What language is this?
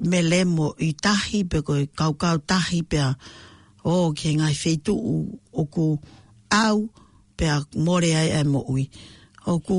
Tongan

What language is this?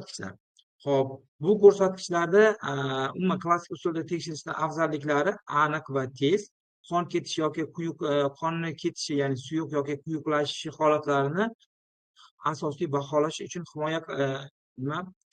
Uzbek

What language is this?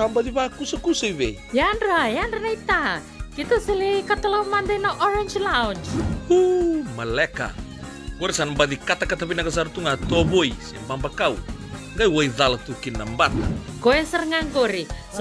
Fijian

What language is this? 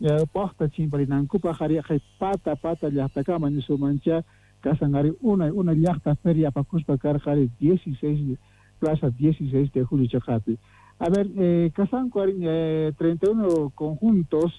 Quechua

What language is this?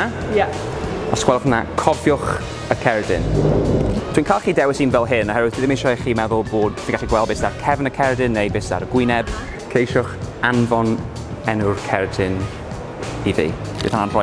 Welsh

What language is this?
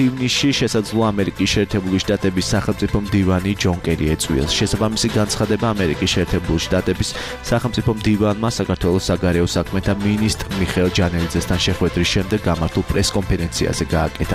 Georgian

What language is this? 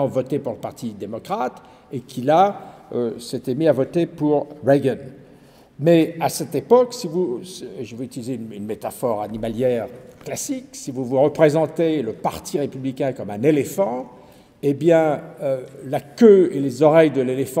French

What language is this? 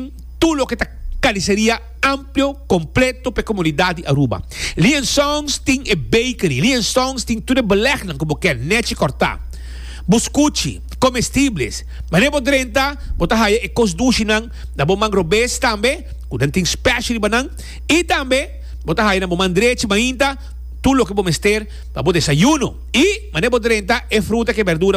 Papiamento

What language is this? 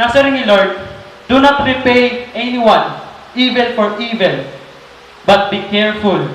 Waray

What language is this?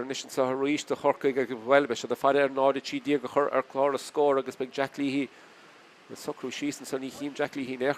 Irish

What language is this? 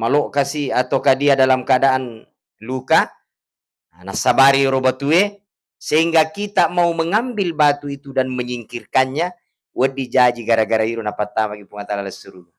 Buginese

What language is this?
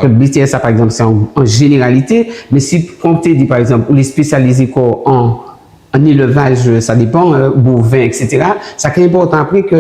Guadeloupean Creole French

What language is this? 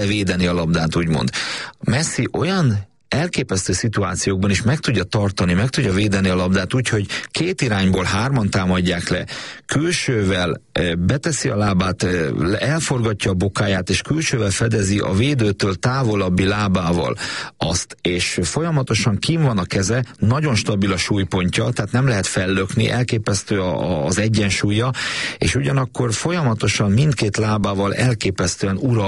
Hungarian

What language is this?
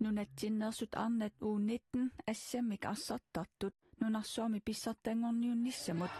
Kalaallisut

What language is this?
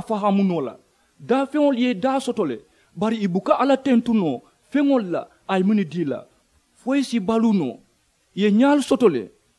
Mandingo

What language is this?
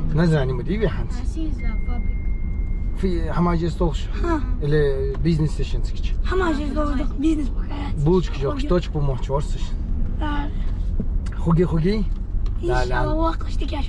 Ingush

